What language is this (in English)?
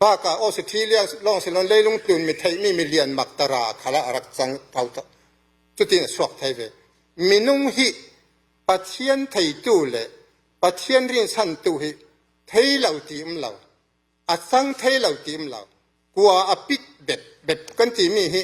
Falam Chin